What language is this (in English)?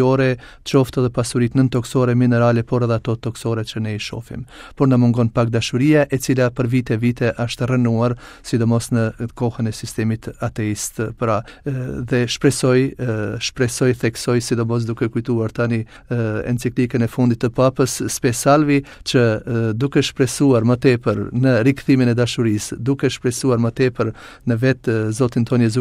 Albanian